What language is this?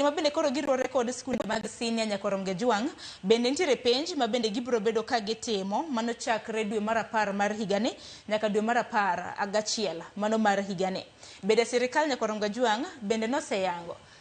Luo (Kenya and Tanzania)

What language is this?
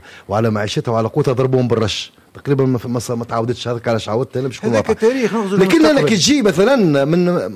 Tunisian Arabic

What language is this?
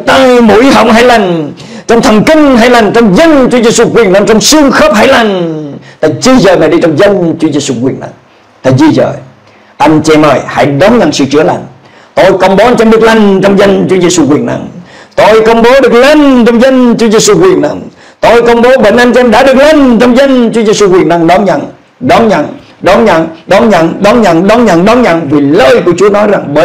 Vietnamese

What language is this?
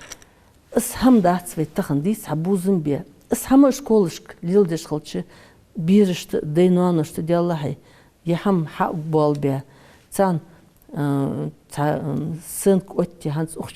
Ingush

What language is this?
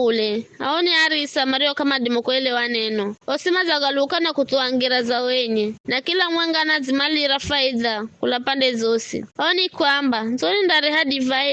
Giryama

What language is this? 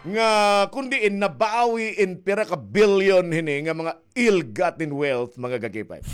Waray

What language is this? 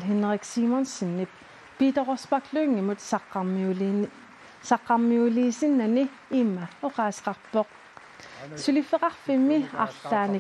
Kalaallisut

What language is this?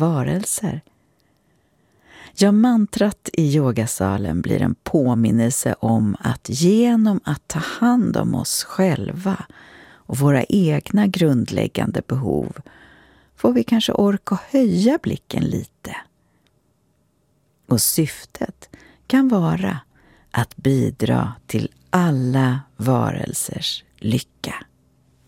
Swedish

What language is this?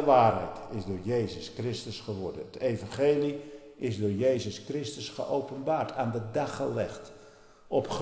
Dutch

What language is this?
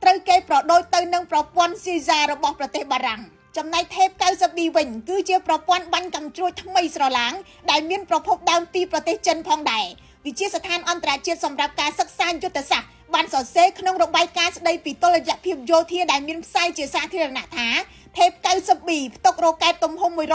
Khmer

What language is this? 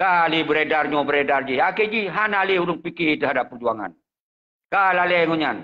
Achinese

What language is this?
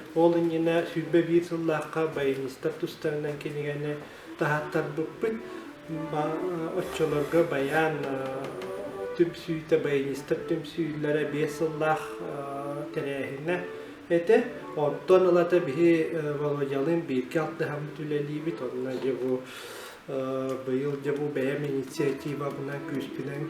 Yakut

